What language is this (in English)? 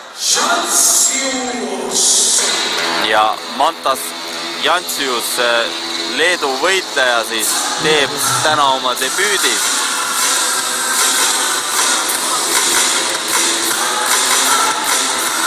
Estonian